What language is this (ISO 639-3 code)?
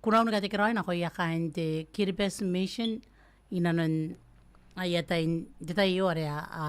gil